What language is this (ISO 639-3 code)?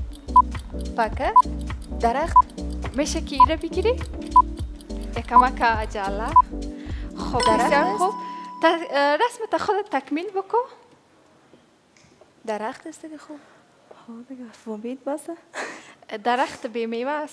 fas